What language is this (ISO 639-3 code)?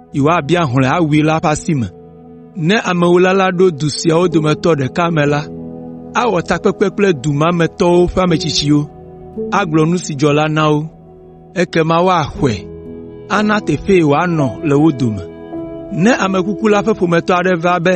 ewe